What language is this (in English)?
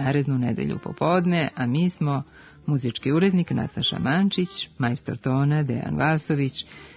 Serbian